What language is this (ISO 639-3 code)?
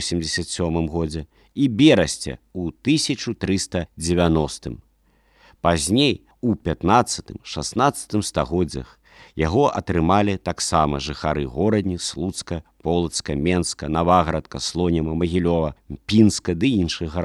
bel